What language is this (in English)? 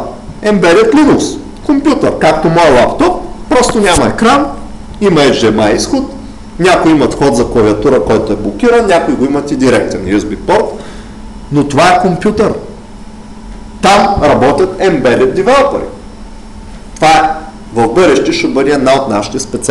Bulgarian